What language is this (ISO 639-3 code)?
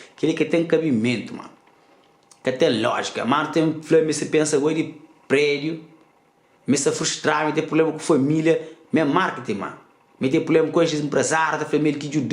kea